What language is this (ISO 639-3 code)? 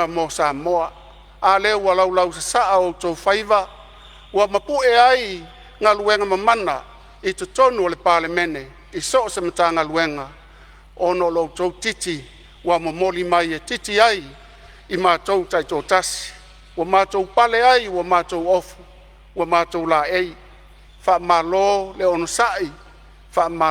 smo